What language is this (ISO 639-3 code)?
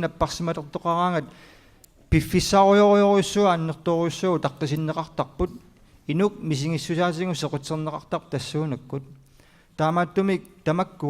kal